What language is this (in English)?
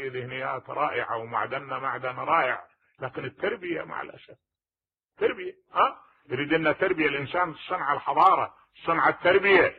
Mesopotamian Arabic